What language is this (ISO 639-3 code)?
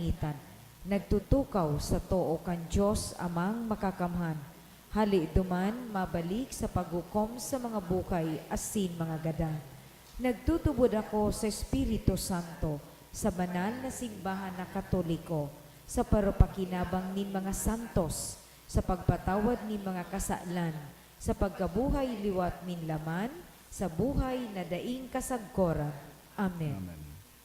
bik